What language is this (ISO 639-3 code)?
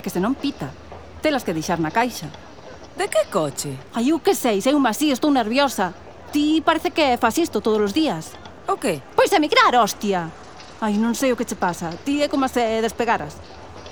glg